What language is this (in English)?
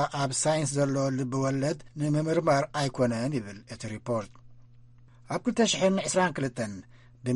Tigrinya